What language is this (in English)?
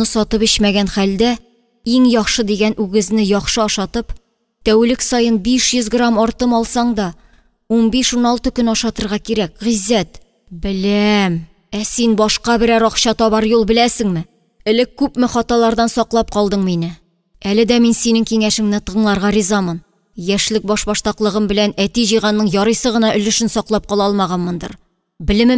Tatar